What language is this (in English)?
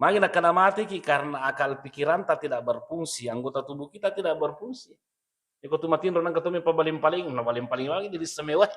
Buginese